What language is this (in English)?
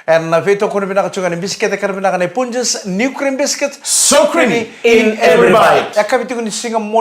Fijian